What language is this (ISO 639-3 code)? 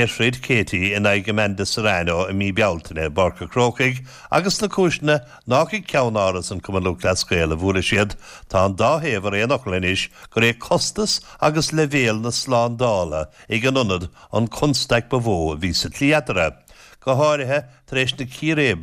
gle